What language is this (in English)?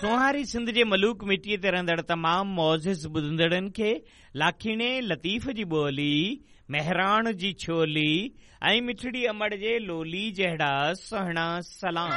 Sindhi